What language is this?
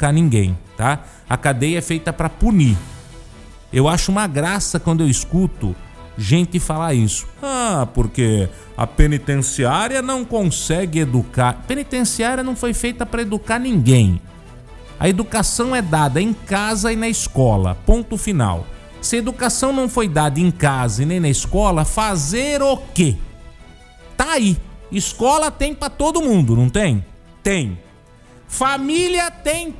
Portuguese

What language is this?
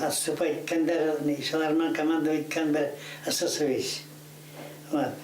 Bashkir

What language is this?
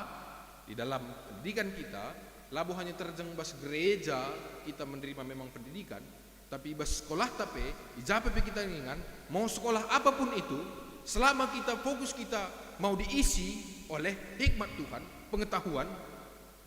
Batak Karo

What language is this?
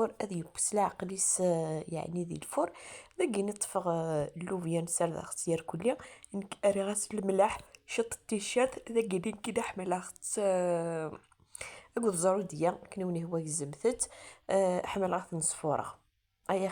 Kabyle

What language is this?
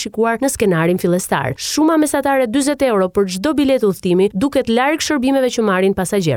Albanian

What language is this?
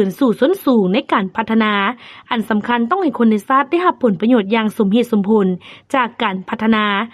Lao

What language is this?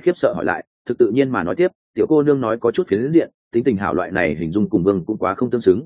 Vietnamese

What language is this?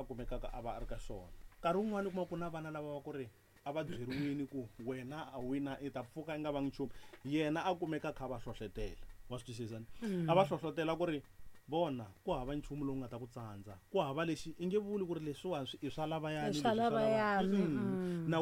Tsonga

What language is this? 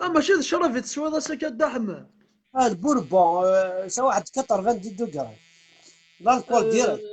Kabyle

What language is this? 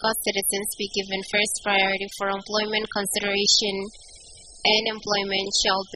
Pohnpeian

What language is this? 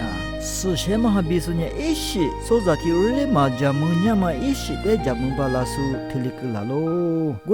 Lisu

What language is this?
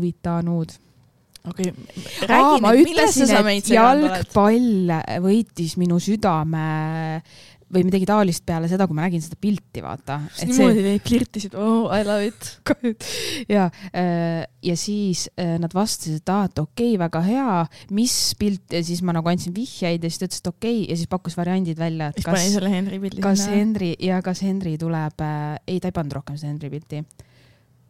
Estonian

